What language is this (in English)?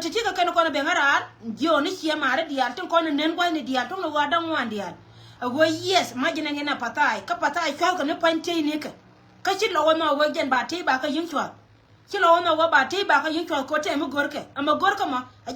Nuer